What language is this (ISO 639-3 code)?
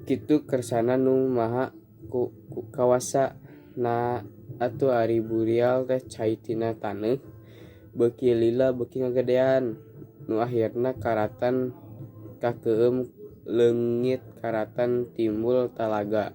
sun